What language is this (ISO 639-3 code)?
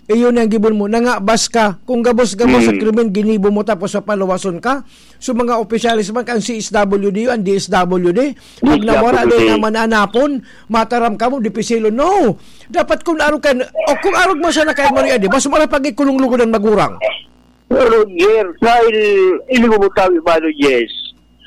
bik